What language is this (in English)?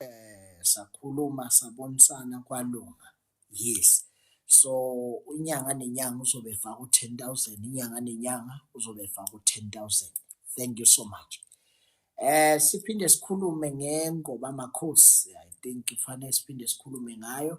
Zulu